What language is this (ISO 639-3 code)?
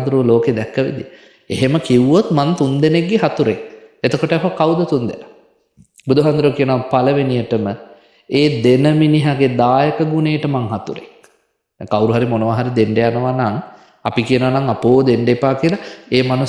sin